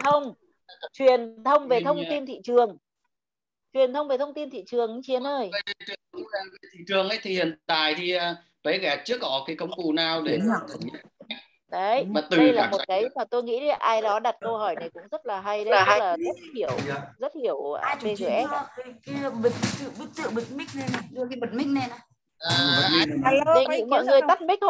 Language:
Vietnamese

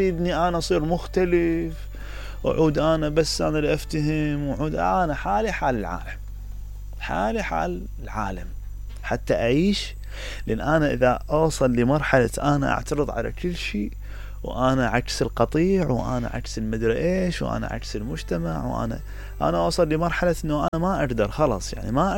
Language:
Mesopotamian Arabic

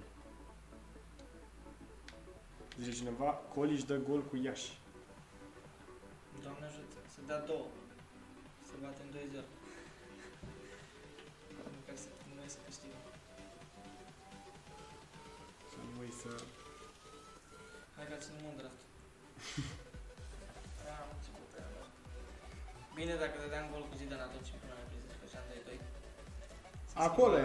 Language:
Romanian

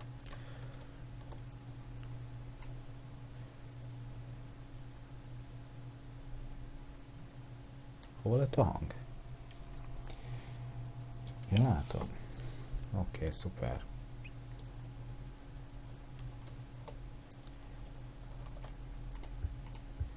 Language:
Hungarian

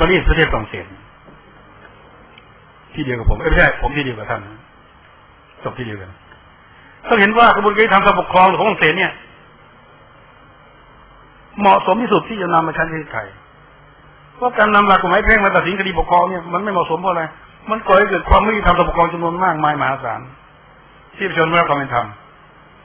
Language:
Thai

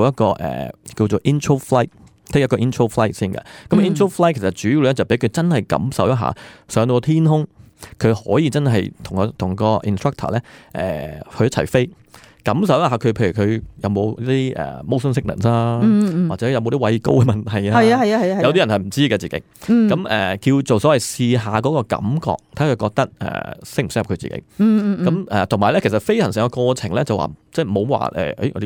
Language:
Cantonese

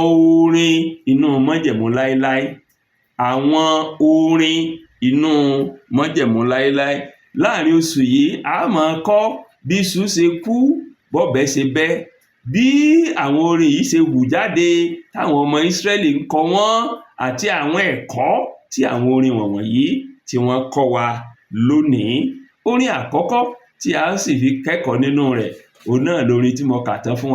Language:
Yoruba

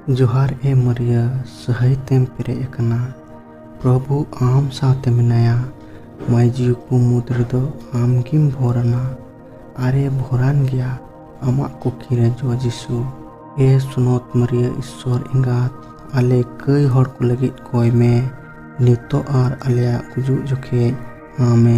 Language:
Santali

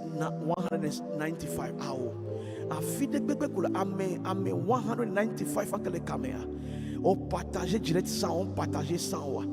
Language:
Ewe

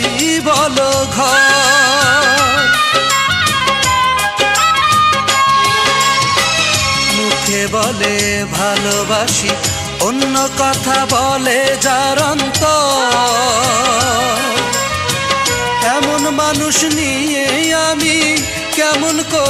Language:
Bangla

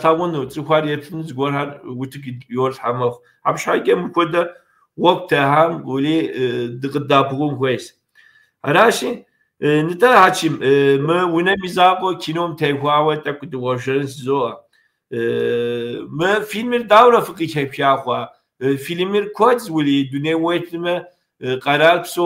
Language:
Kabardian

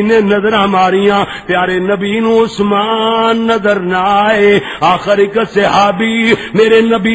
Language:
Western Panjabi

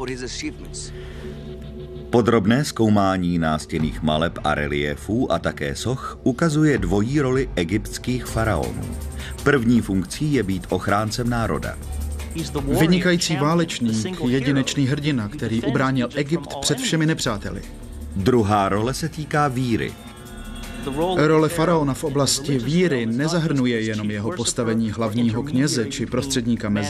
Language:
Czech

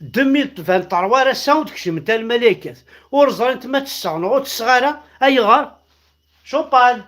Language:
Kabyle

